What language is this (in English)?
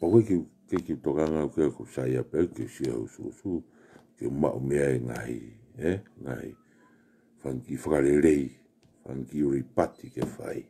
Tongan